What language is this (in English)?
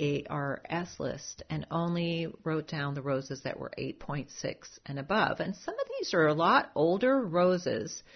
English